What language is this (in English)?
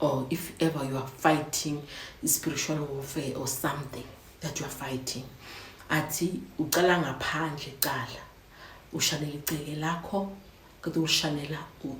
Zulu